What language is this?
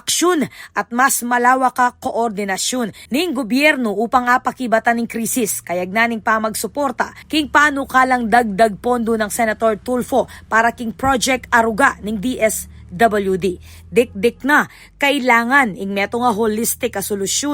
Pampanga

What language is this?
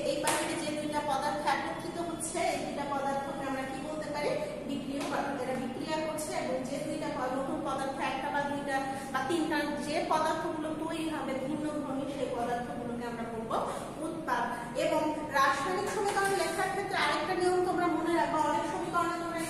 Bangla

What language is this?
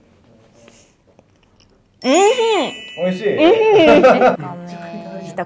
Japanese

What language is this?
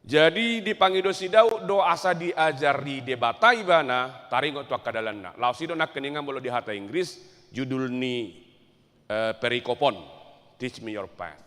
Batak Toba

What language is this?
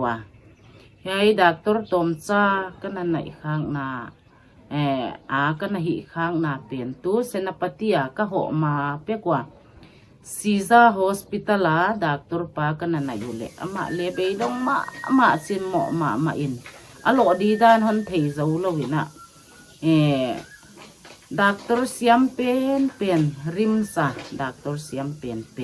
Paite Chin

